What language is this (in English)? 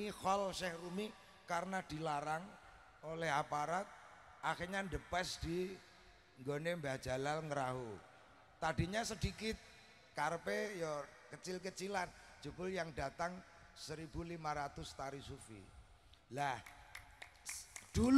Indonesian